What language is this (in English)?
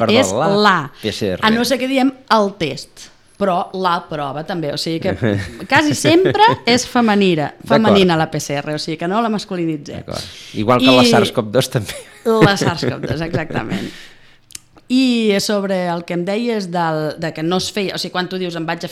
Catalan